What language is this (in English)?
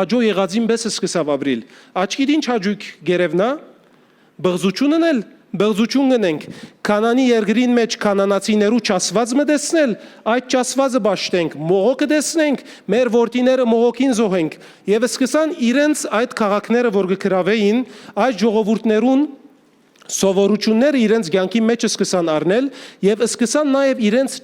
Western Armenian